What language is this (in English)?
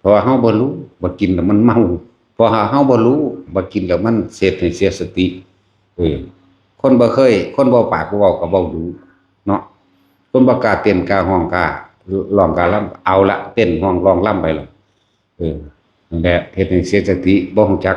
Lao